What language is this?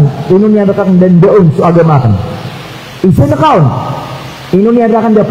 Maranao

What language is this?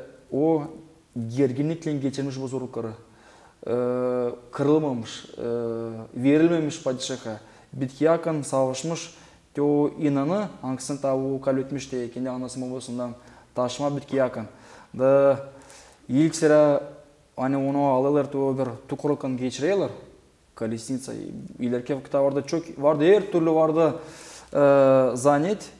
Gagauz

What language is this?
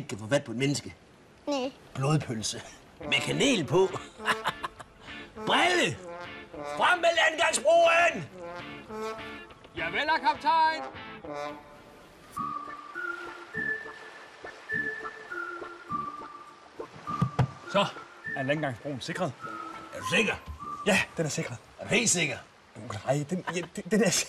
Danish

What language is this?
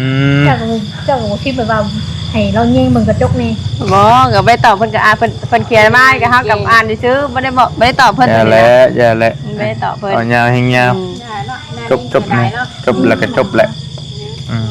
Northeastern Thai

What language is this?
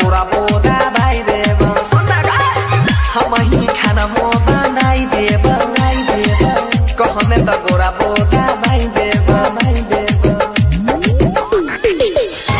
Bhojpuri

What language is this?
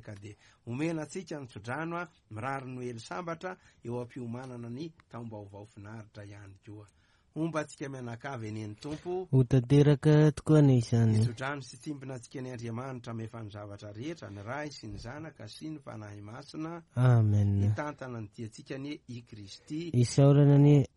Malagasy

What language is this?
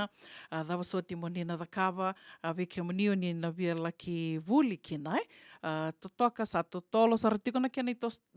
Fijian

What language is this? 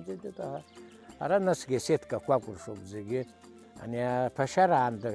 Abkhazian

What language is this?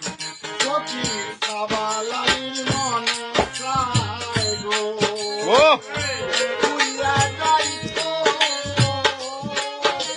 Sylheti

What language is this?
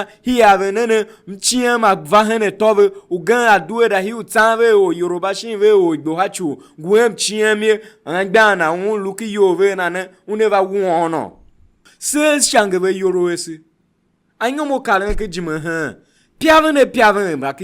Tiv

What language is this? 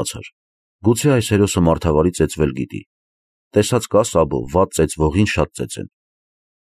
Armenian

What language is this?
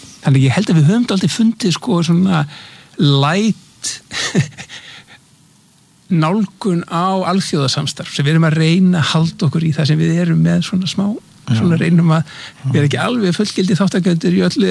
Icelandic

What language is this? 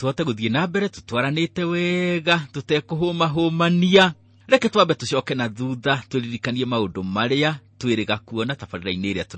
Kikuyu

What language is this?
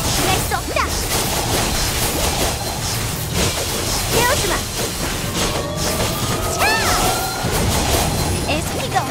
Korean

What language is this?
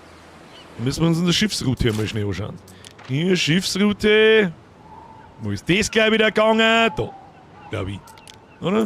Bavarian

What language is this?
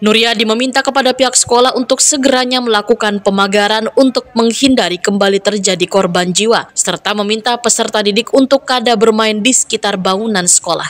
Banjar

